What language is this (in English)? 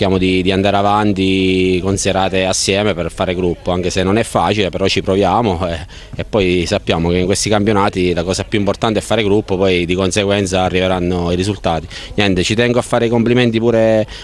Italian